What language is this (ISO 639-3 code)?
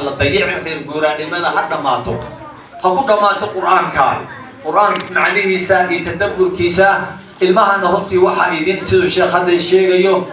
som